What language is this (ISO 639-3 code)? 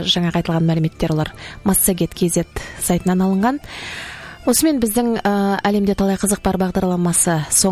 kaz